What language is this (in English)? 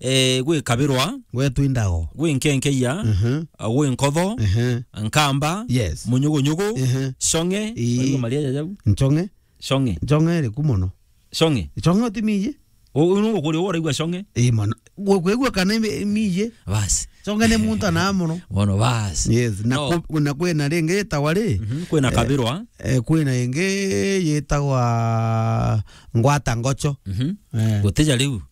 Meru